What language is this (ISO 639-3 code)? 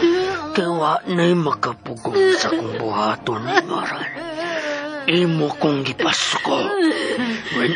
ceb